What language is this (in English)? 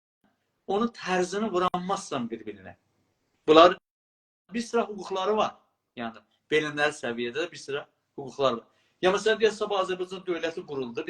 South Azerbaijani